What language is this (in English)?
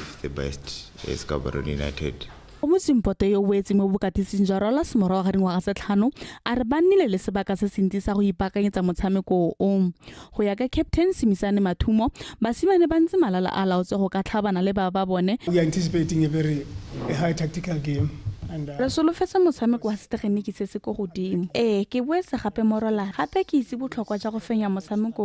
Tswana